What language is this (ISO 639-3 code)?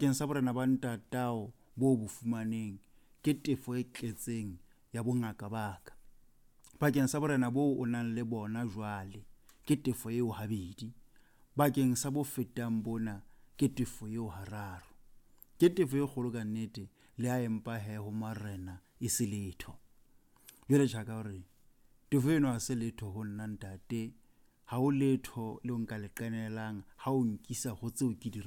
sot